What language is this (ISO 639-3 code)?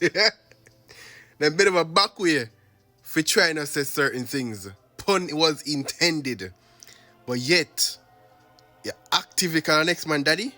jam